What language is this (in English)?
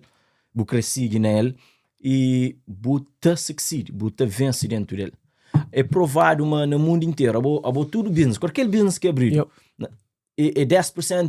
Kabuverdianu